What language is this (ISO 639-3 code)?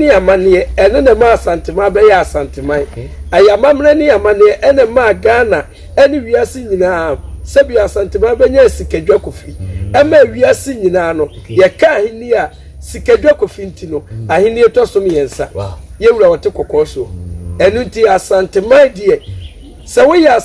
aka